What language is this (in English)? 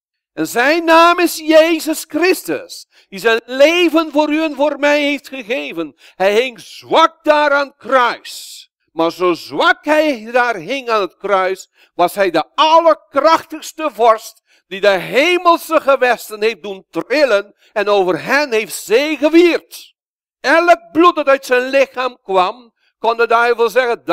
Dutch